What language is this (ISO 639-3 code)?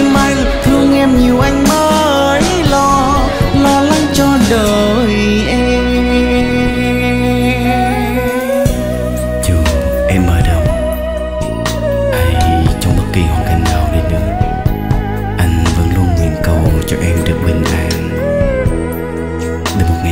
vie